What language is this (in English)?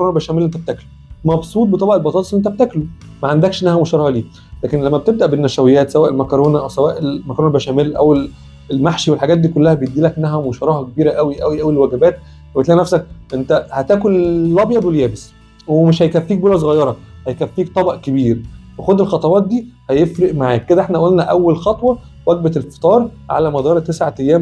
Egyptian Arabic